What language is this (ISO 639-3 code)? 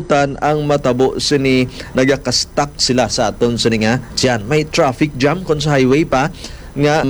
hil